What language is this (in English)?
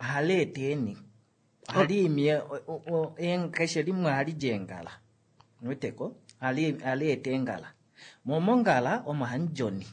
Kuanyama